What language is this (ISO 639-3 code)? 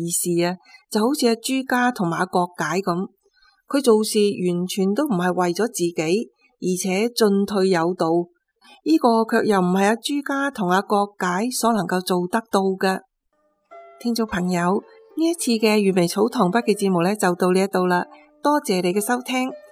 yue